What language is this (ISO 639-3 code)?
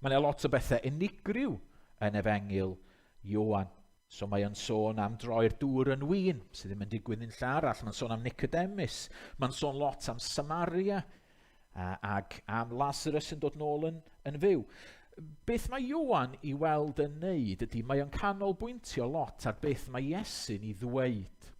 cym